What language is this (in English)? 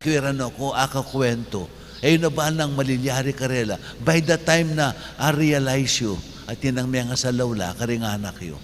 Pampanga